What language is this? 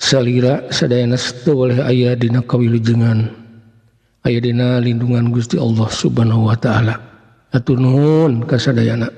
Sundanese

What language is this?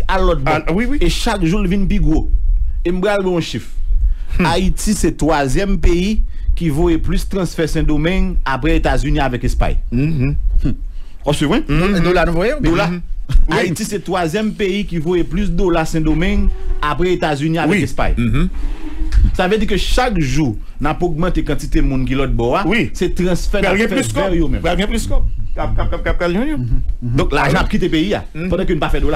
Haitian Creole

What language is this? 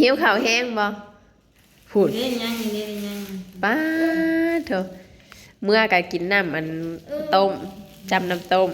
Northeastern Thai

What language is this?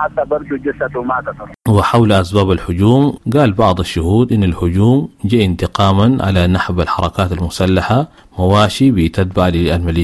Sudanese Arabic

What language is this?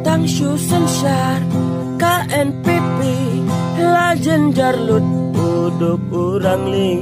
Khasi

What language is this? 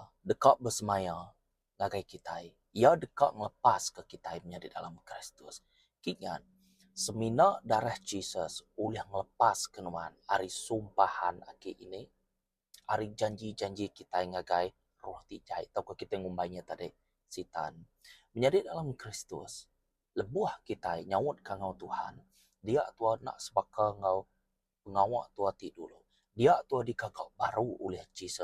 Iban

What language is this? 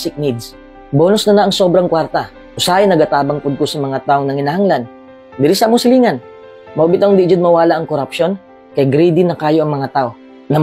Cebuano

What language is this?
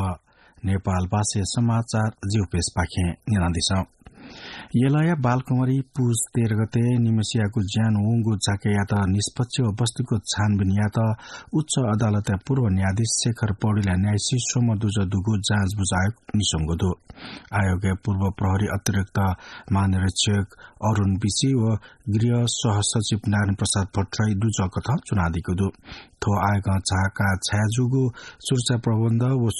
Newari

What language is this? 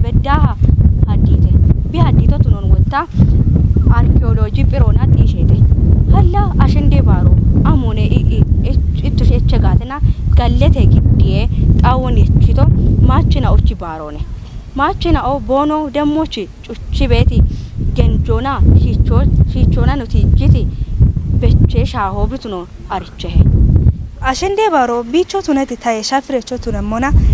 Kafa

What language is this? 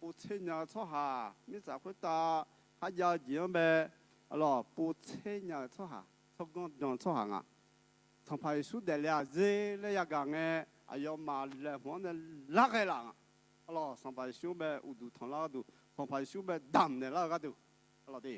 Akha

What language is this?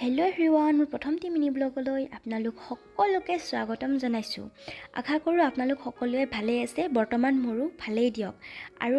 Assamese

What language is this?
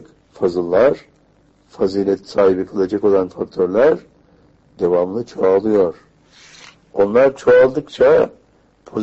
Turkish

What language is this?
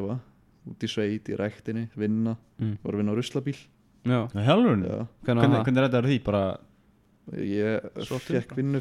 Icelandic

